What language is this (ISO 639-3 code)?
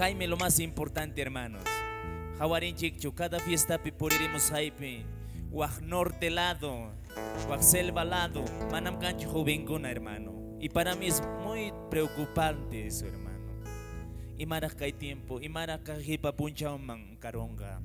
que